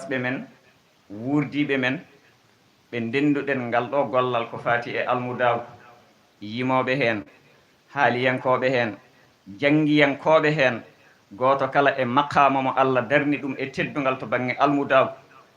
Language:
Fula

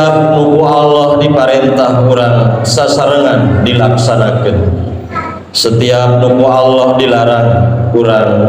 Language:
Sundanese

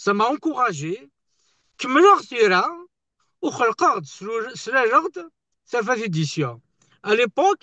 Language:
Kabyle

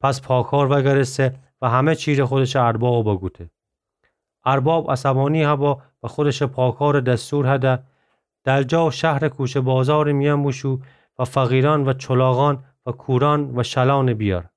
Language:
Gilaki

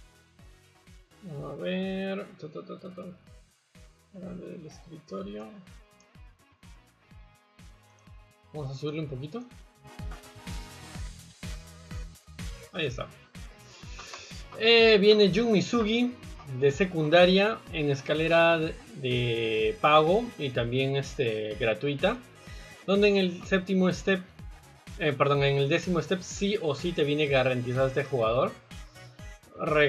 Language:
Spanish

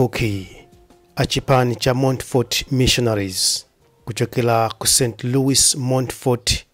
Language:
Nyanja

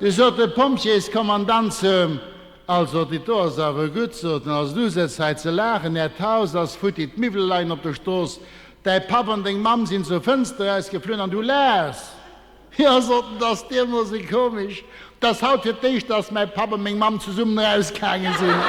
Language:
Luxembourgish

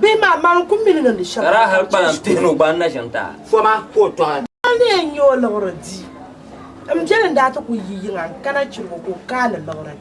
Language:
Dagbani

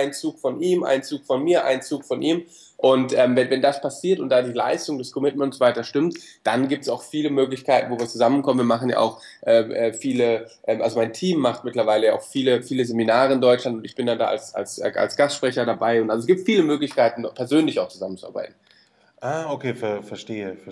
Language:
German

